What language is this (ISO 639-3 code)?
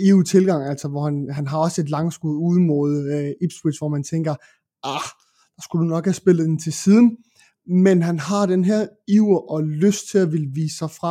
dan